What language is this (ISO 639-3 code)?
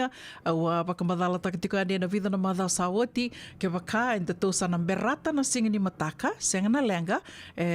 fij